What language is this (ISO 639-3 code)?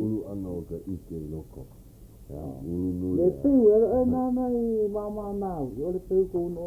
haw